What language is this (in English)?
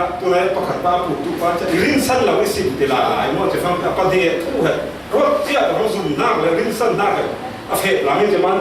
Falam Chin